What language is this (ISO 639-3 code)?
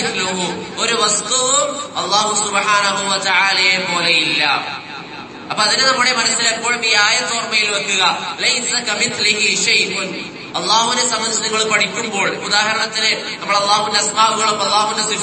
mal